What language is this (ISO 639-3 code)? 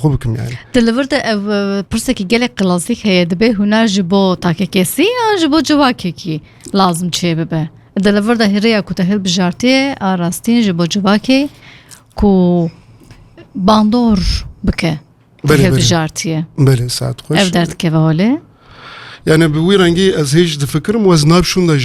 kur